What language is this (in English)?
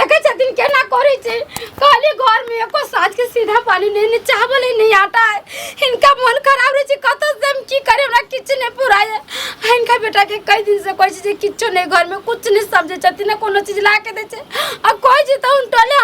Maithili